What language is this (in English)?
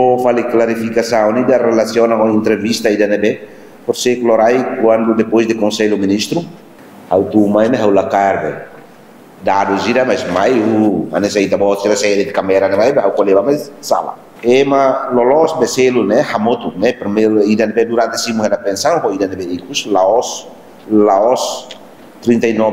Tetum